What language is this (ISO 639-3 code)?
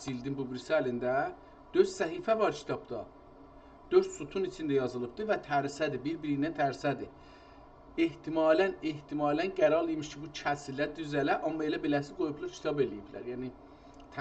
azb